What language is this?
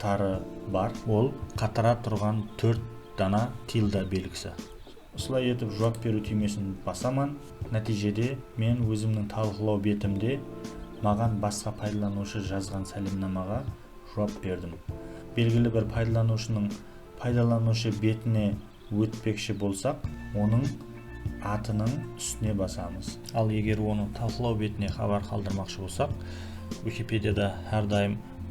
Kara-Kalpak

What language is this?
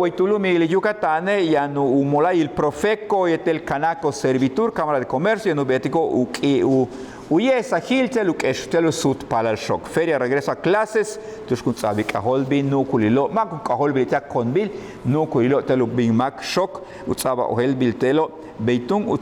Yucateco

